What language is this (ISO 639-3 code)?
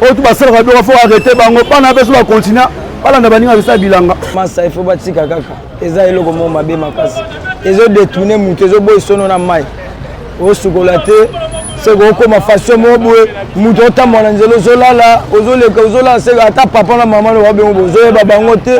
lin